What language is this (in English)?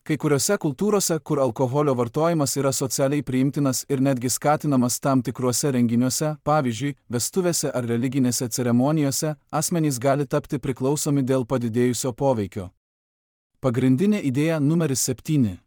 Lithuanian